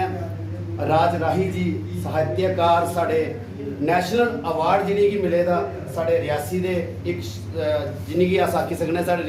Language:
Dogri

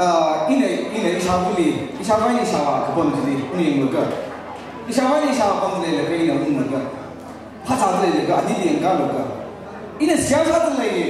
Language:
Tangkhul Naga (India)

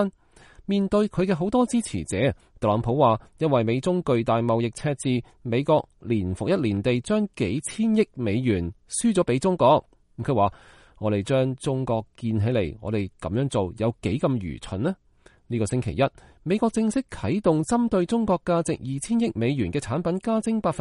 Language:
Cantonese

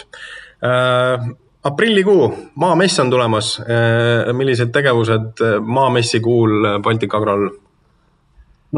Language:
Estonian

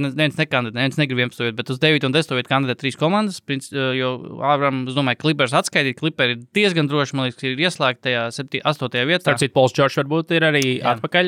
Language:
Latvian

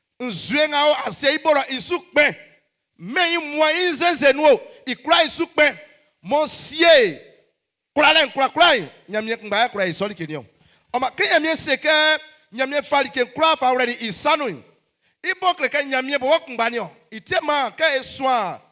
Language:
Baoulé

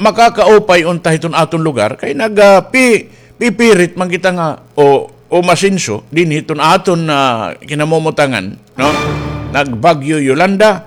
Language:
Waray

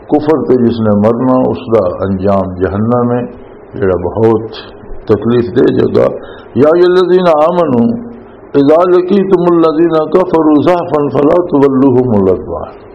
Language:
Western Panjabi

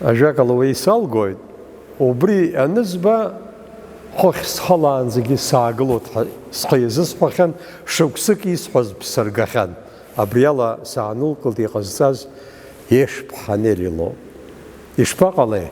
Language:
Abkhazian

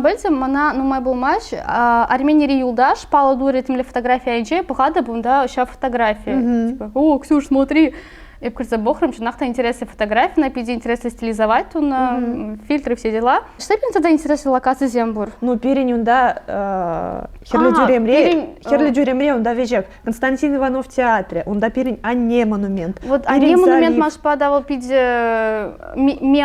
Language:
Chuvash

